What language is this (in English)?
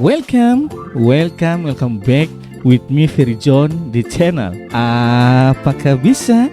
Ambonese Malay